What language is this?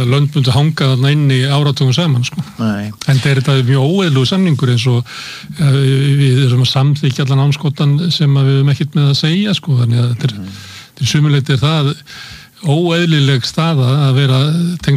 Icelandic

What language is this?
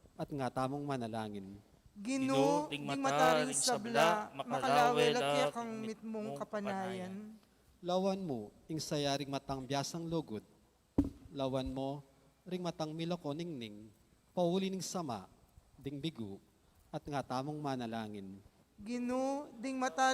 Pampanga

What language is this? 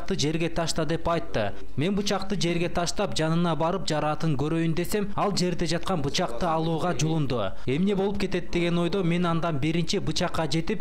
Kyrgyz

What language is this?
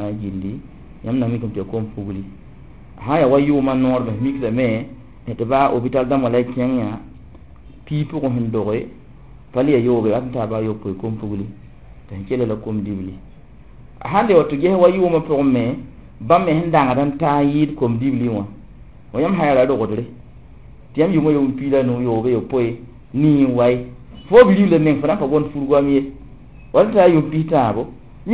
Mossi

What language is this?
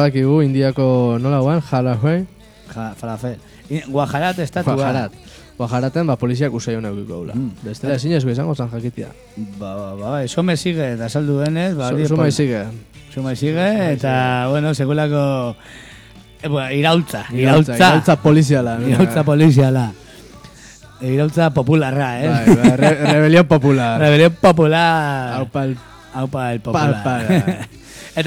Basque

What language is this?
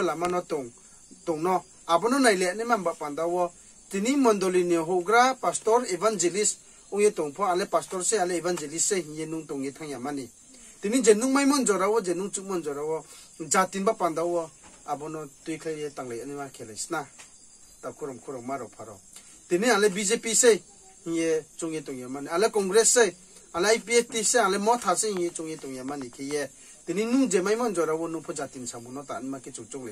Riang (India)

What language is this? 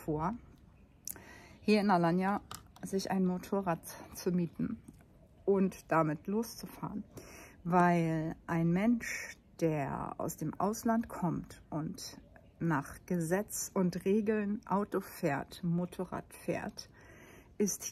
German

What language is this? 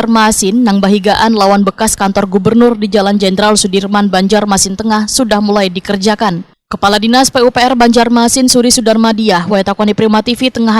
Banjar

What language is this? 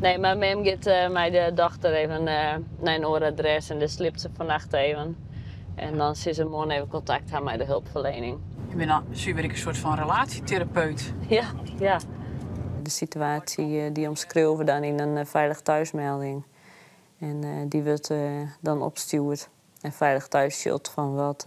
Western Frisian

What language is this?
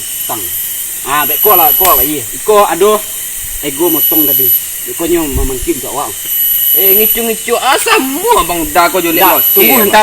Minangkabau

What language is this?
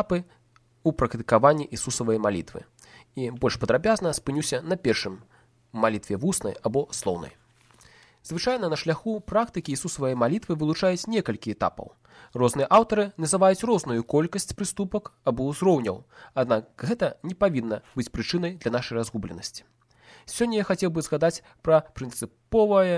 Belarusian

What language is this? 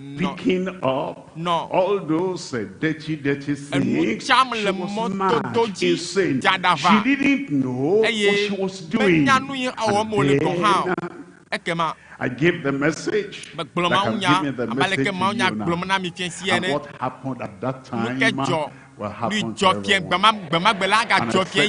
Ewe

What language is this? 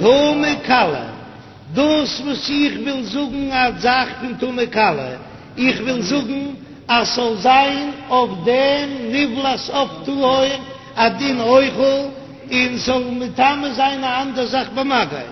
Yiddish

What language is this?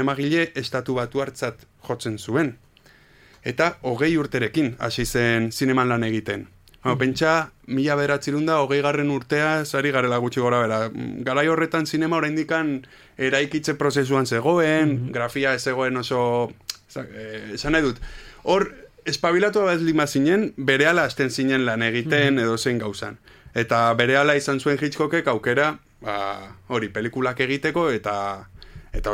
Basque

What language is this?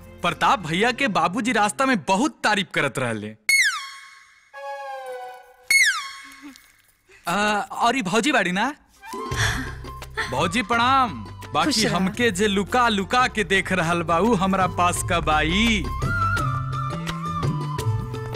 Bhojpuri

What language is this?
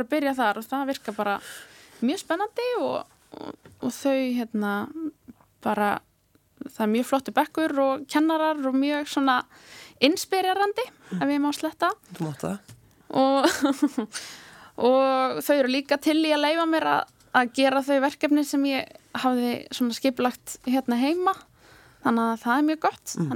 Icelandic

